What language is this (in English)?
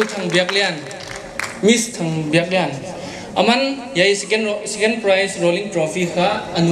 Paite Chin